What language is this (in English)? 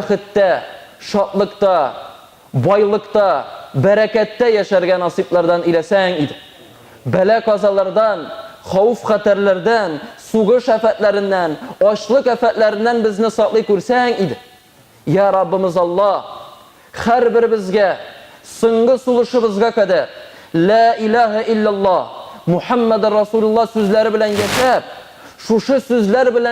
Tatar